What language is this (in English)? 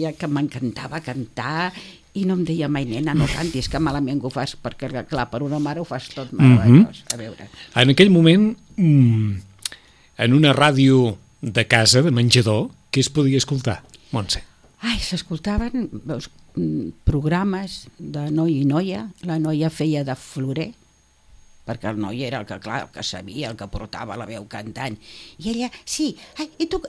Catalan